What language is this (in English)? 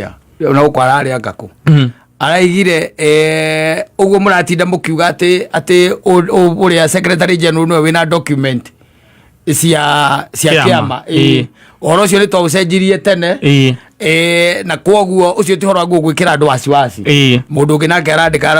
Kikuyu